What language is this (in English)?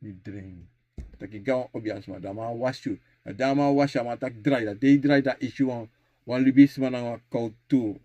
Sranan Tongo